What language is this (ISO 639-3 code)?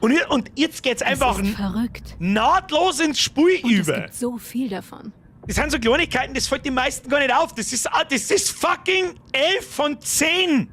bar